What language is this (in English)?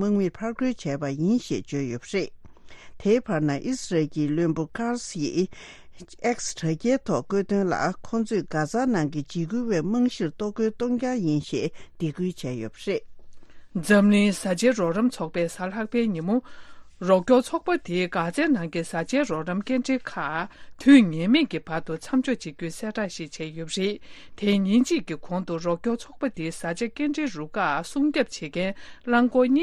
Tibetan